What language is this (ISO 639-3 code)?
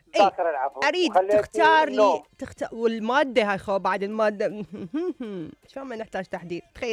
acm